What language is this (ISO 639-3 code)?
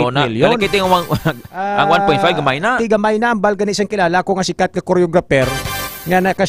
hil